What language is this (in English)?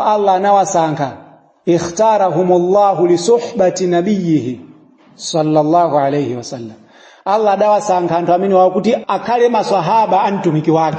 Nyanja